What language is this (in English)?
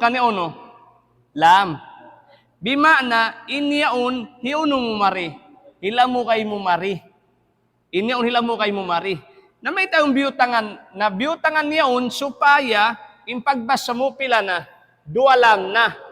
Tausug